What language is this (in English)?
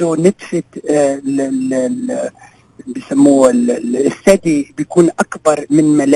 North Levantine Arabic